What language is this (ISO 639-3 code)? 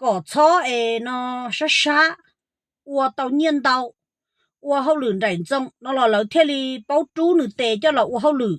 hmn